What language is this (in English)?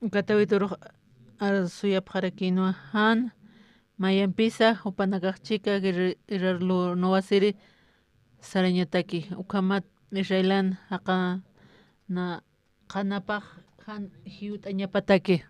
Aymara